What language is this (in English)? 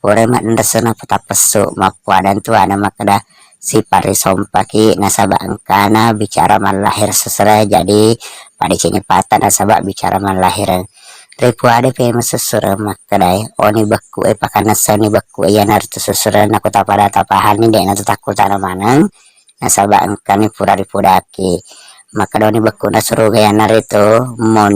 Buginese